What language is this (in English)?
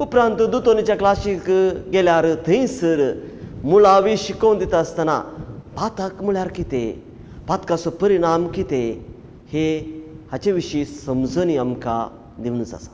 Konkani